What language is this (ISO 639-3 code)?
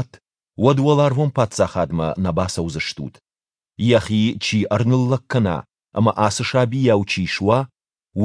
oss